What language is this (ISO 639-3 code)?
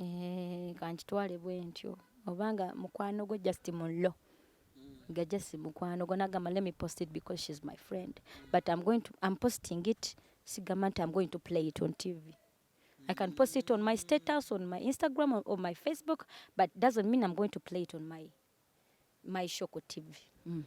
lug